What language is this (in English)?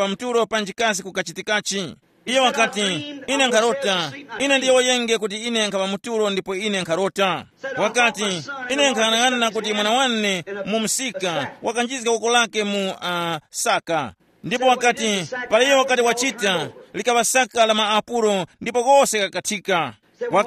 Tumbuka